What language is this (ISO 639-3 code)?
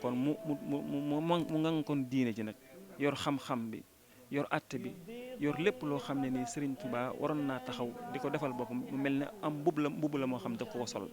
wol